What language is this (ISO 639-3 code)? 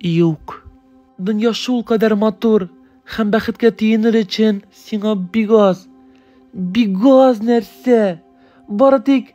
tat